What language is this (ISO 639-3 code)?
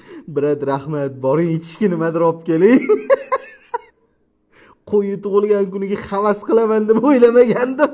uzb